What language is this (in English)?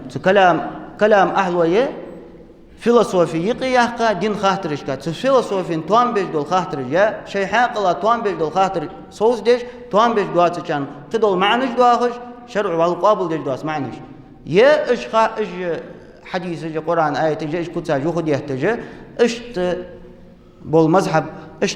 Ingush